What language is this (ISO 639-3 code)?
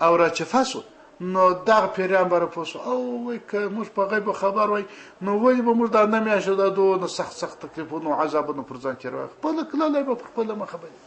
pus